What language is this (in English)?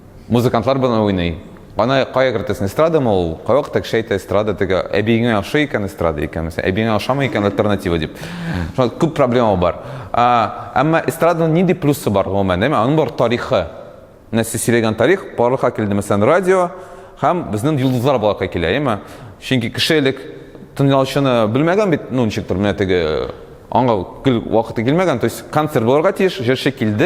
Tatar